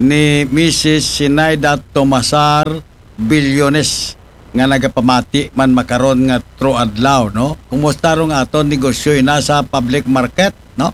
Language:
Aklanon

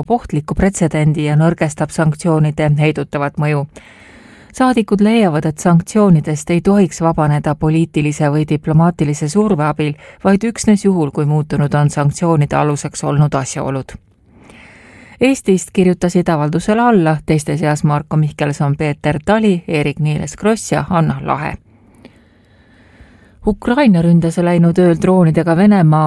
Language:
Estonian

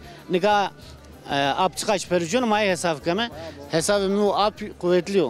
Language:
Zaza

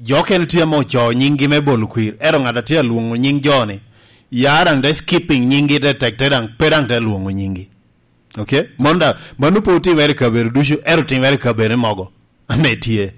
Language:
Lango (Uganda)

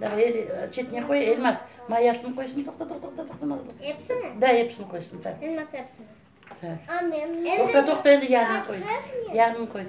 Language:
Crimean Tatar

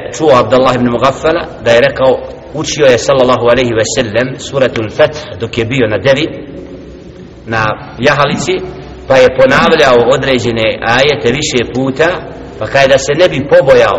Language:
Bosnian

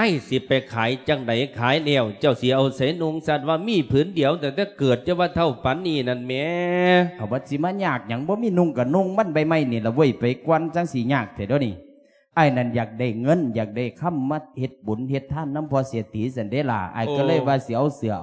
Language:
Lao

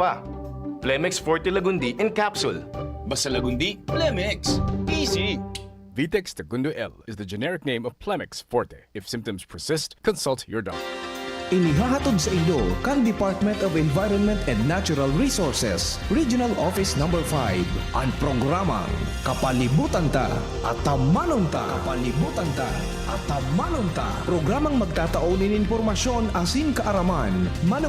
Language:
Bikol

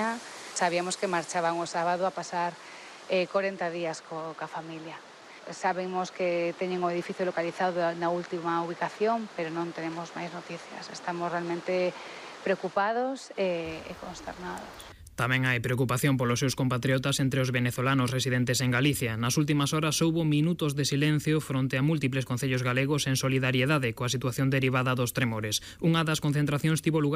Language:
Galician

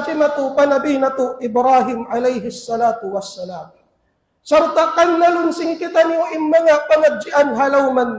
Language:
Tausug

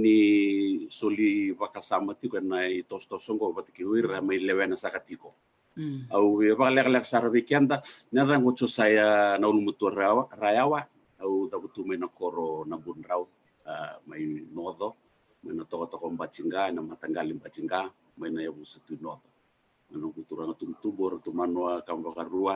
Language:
Fijian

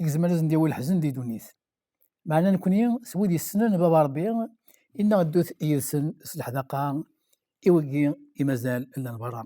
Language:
Kabyle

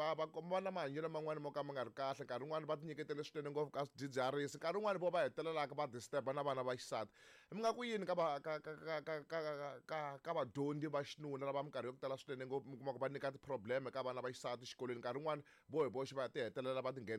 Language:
Tsonga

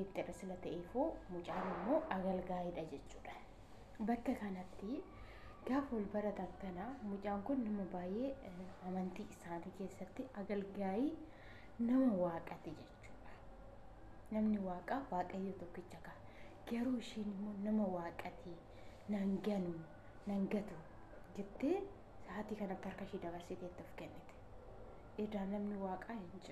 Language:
Oromo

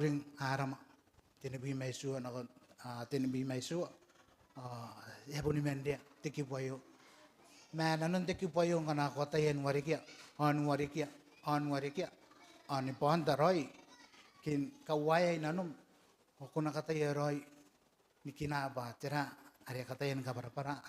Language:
Gilbertese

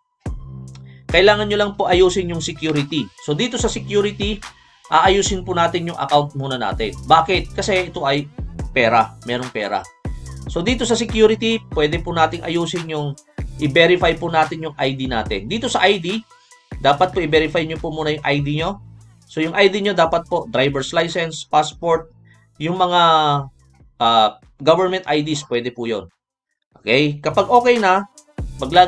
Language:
Filipino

